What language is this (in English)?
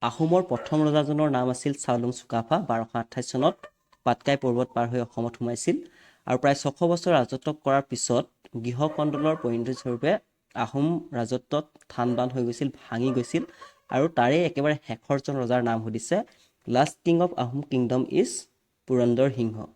Assamese